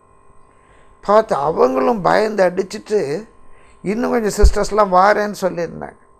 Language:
Tamil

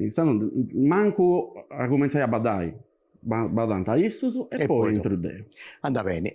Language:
Sardinian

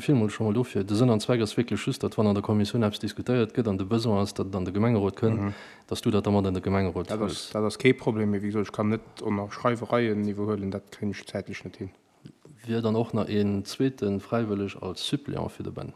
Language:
Luxembourgish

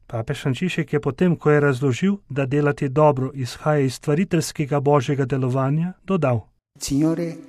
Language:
Slovenian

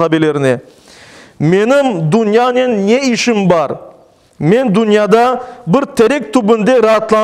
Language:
Crimean Tatar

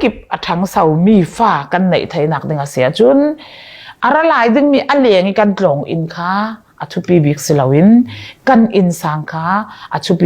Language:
Falam Chin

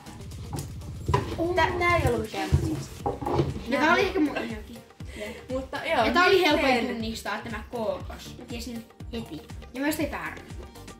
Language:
Finnish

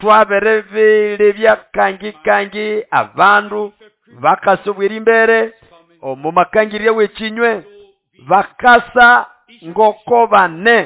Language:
Nande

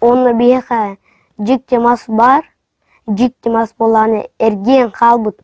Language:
Yakut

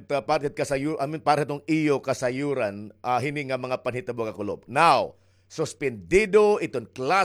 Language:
Waray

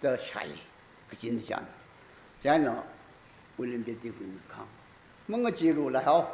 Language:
Tangkhul Naga (India)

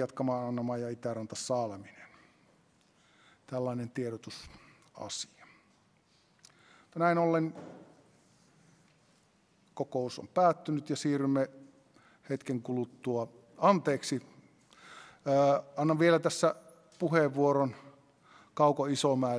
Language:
Finnish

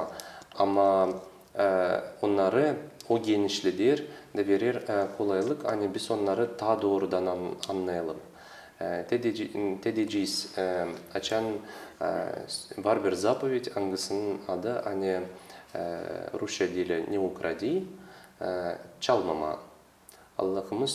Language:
Gagauz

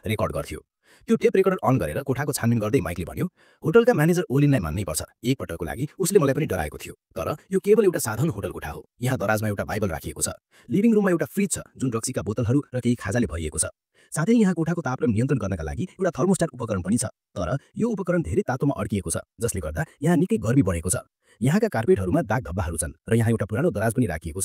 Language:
Nepali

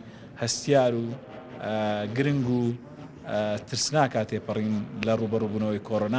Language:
Central Kurdish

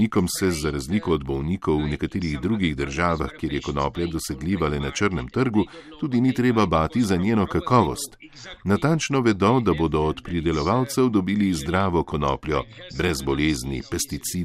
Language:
Slovenian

